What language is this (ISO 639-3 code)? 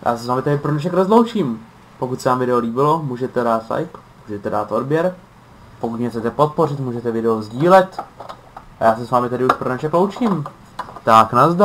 ces